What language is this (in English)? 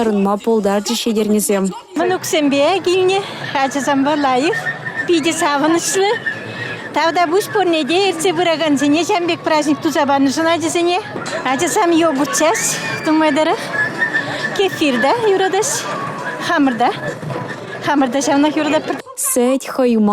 Chuvash